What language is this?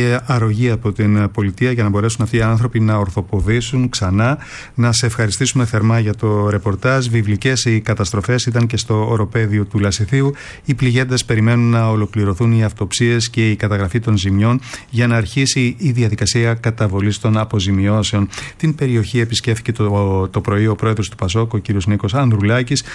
Greek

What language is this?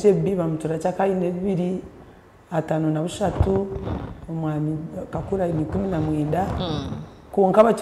Nyankole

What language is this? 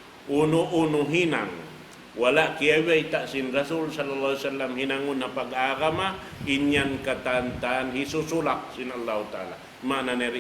Tausug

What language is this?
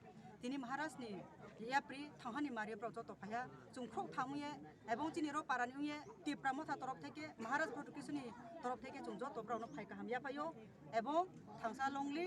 Kok Borok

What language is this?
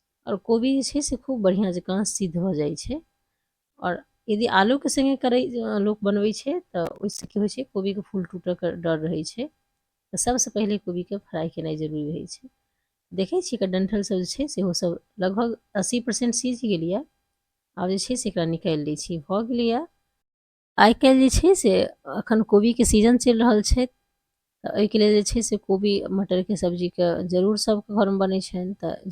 Maithili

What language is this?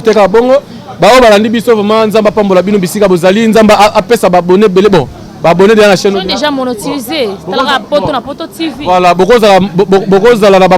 Lingala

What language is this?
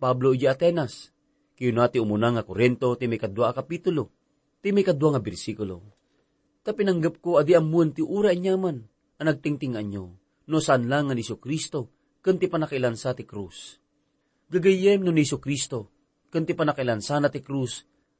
Iloko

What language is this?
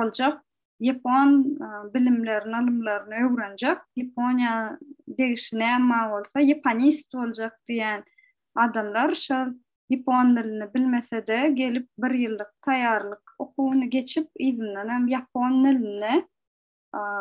Turkmen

